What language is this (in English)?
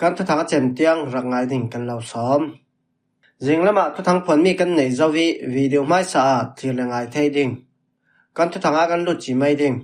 Falam Chin